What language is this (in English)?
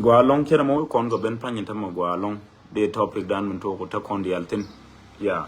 Nuer